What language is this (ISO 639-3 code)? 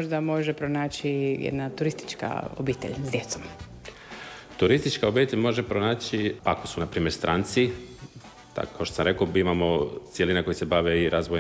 hrv